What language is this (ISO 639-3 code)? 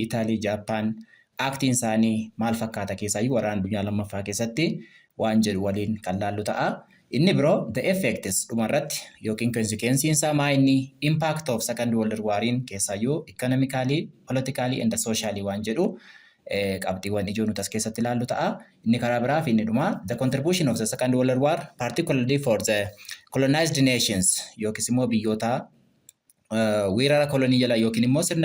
orm